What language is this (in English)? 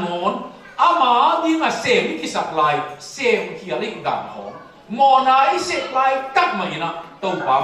Tedim Chin